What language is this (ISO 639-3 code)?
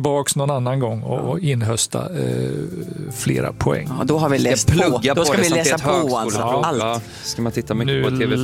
swe